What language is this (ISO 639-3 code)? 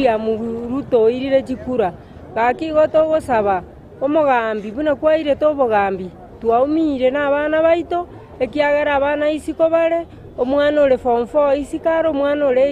guz